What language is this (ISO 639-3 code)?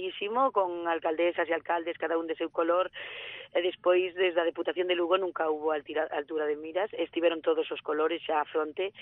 glg